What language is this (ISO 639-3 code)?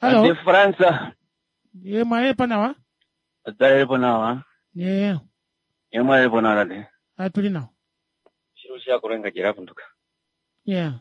kua